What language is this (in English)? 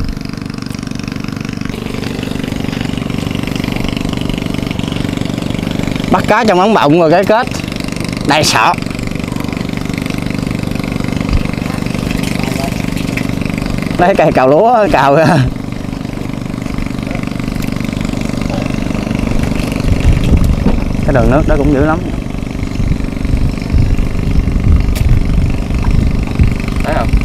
Vietnamese